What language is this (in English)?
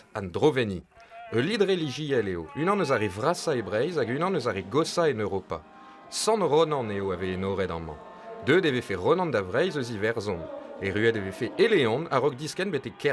Breton